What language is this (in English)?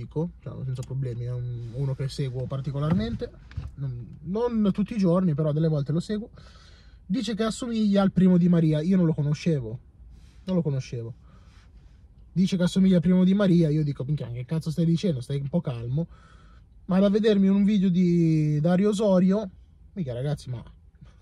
Italian